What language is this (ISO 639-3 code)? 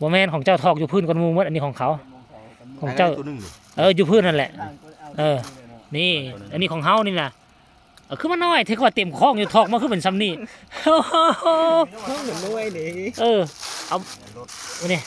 tts